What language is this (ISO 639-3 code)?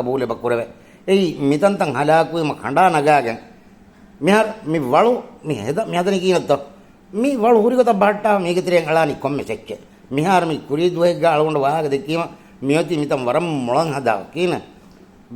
div